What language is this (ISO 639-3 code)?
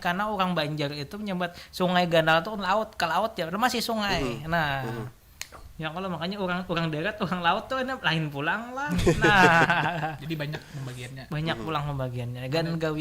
bjn